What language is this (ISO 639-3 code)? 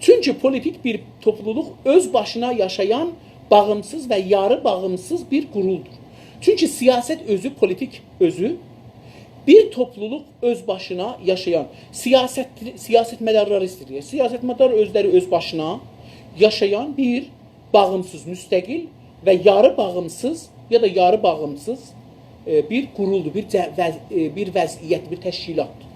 azb